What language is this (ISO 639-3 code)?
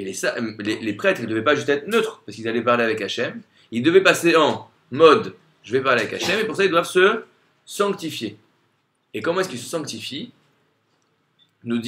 fra